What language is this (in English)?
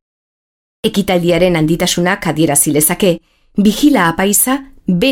Basque